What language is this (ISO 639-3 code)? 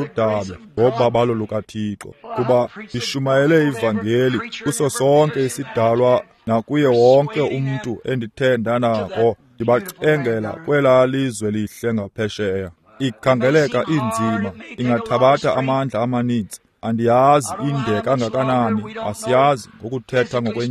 xho